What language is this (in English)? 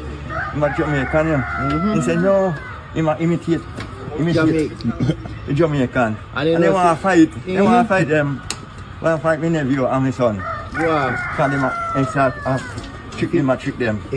Jamaican Creole English